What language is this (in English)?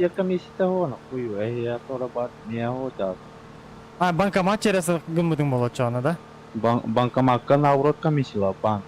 Yakut